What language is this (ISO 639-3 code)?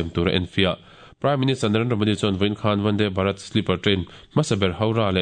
lus